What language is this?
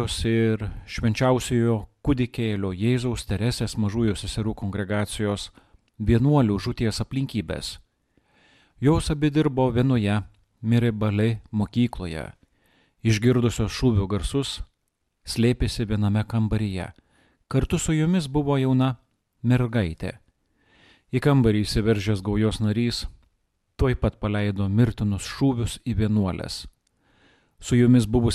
Lithuanian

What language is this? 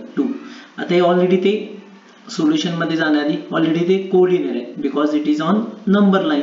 Marathi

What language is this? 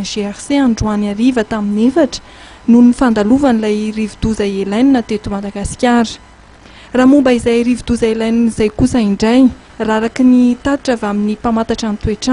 Malagasy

